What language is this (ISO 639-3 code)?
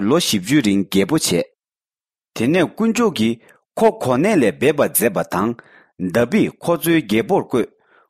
bod